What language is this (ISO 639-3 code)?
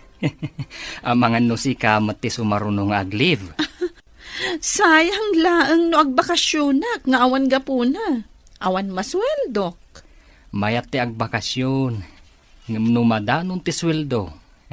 ilo